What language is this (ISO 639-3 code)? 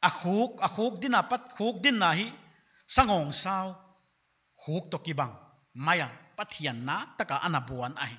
pck